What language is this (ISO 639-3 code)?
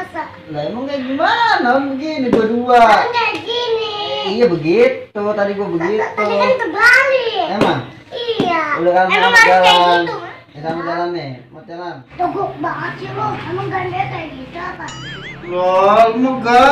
bew